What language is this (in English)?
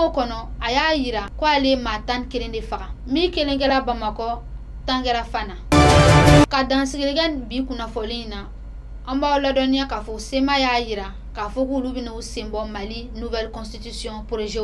Bambara